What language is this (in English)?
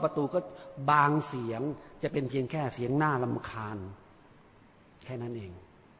Thai